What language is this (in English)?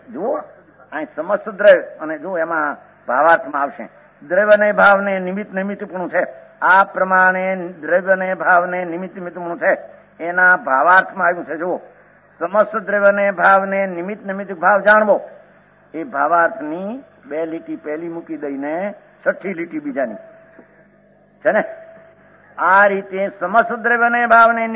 Gujarati